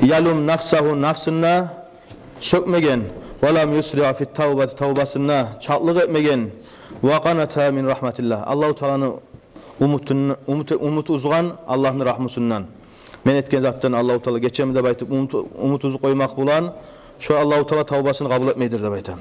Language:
Kumyk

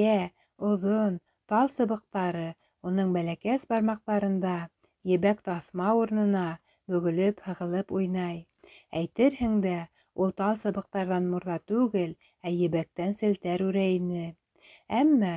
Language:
Bashkir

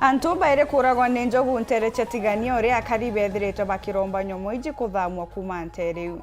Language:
Meru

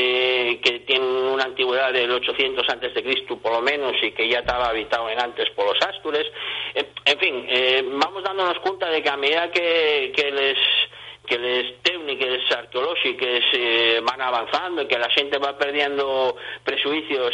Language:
Asturian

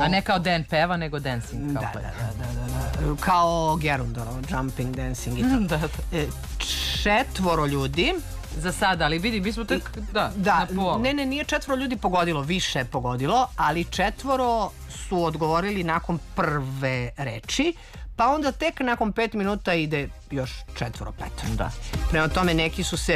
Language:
Serbian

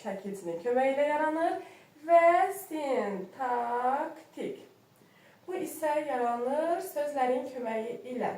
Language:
Azerbaijani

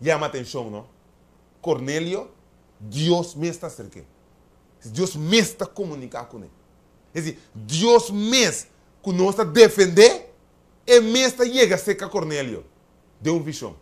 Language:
Papiamento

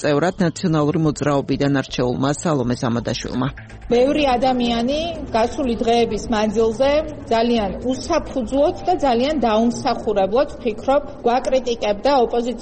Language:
Georgian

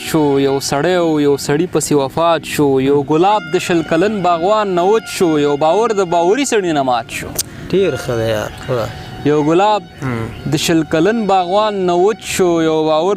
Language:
Pashto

